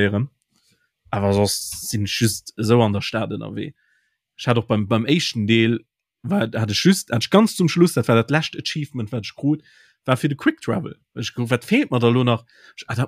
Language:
Luxembourgish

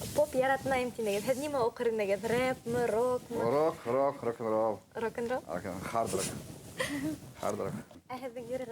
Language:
Bashkir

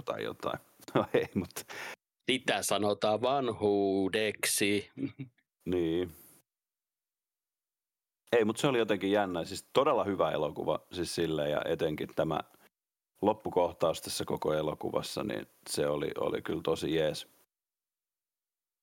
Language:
Finnish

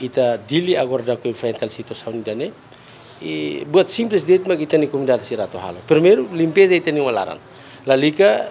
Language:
Tetum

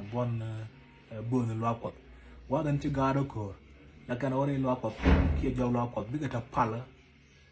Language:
Nuer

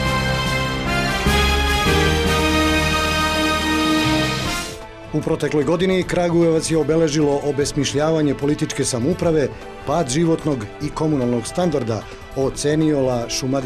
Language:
Serbian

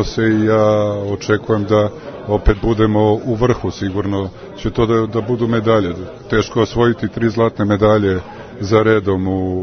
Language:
Serbian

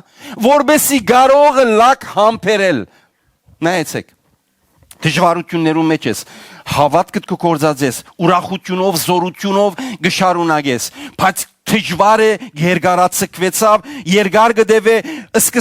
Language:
Western Armenian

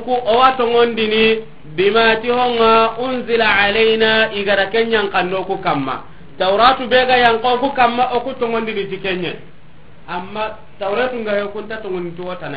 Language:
Soninke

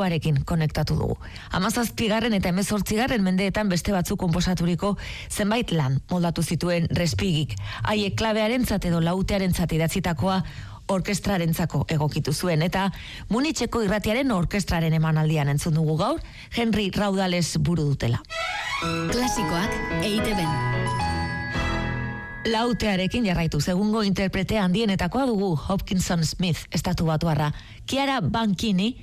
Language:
Basque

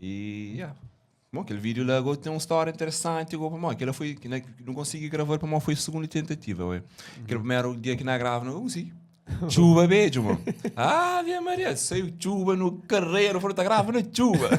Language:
Kabuverdianu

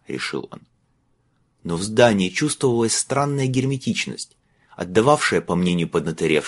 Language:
Russian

